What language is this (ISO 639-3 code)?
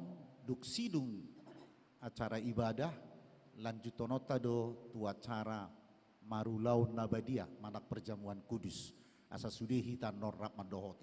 bbc